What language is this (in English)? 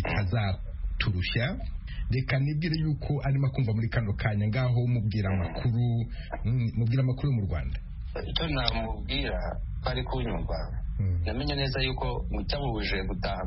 Kinyarwanda